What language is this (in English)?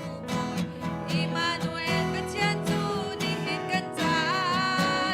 Hakha Chin